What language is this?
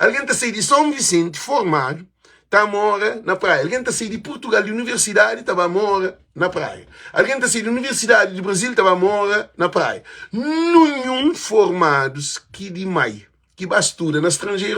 Kabuverdianu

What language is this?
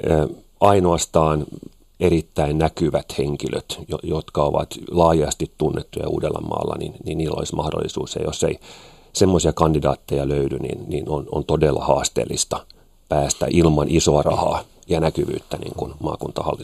Finnish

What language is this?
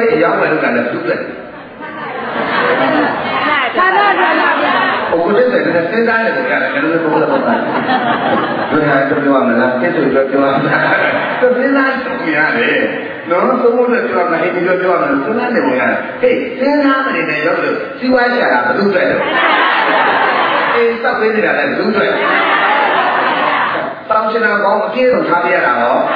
Burmese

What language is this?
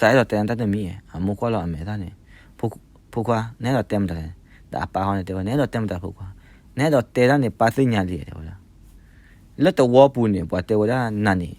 S'gaw Karen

